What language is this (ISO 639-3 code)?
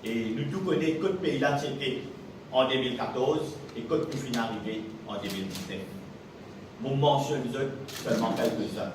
mfe